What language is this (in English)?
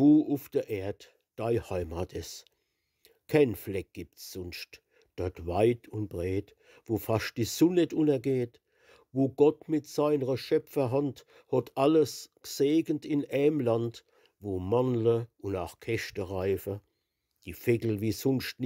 Palatine German